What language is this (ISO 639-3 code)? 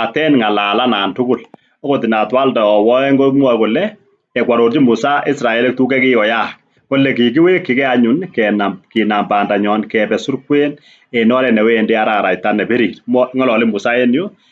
kln